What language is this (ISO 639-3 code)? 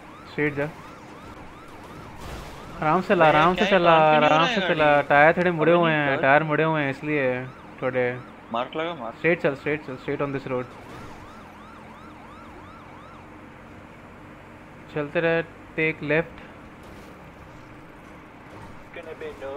hin